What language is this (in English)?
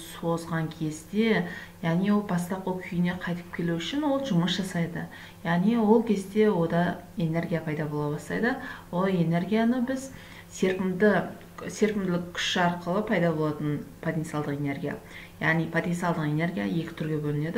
Kazakh